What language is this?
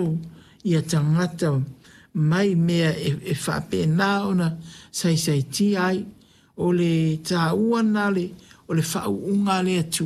Samoan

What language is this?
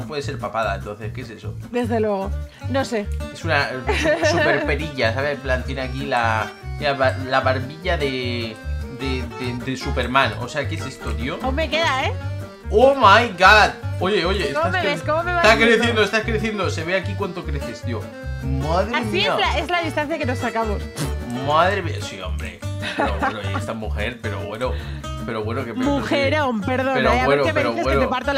Spanish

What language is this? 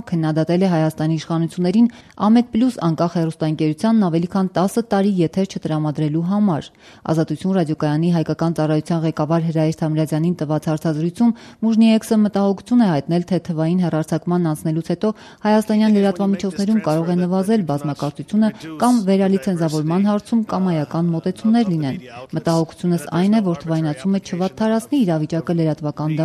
Armenian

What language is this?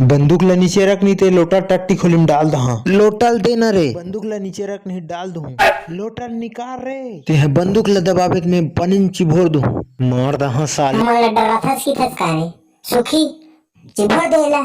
Chhattisgarhi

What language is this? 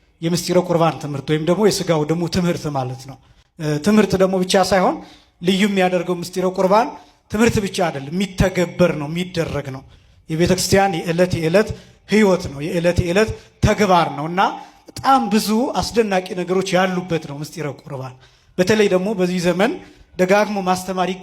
Amharic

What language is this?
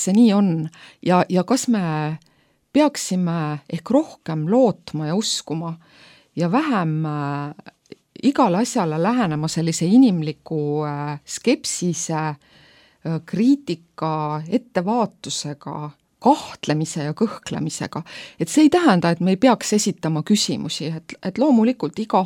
Estonian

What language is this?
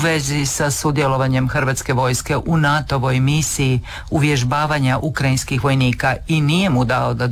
Croatian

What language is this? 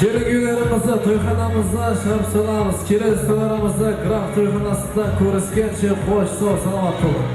Kara-Kalpak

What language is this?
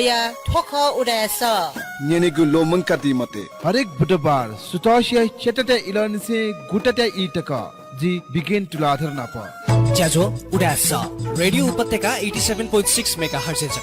Newari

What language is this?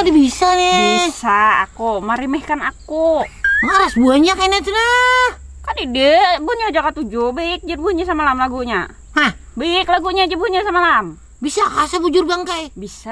Banjar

